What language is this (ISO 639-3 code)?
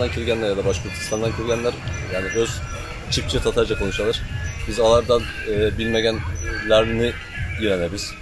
tat